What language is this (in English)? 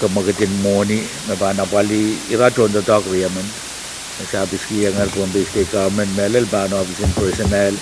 Pohnpeian